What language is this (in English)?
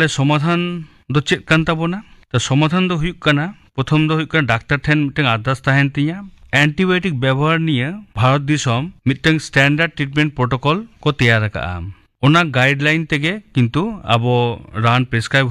Santali